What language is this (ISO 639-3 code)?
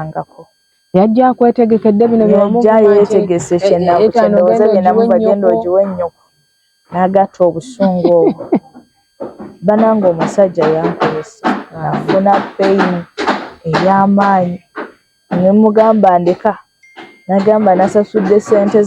lug